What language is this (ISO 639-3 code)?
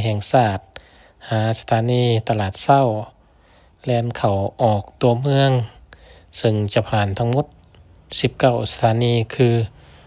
lao